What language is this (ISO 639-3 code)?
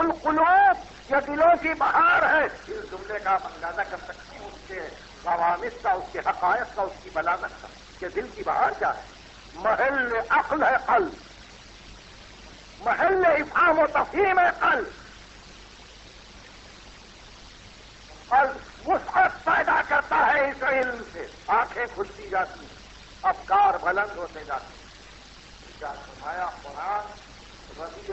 urd